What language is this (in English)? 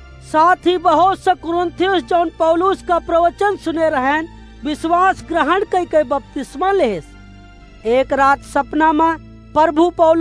Awadhi